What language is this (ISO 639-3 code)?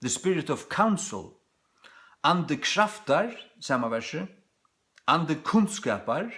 fao